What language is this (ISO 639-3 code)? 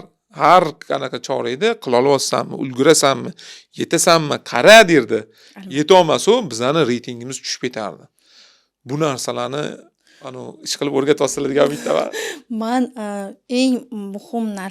uzb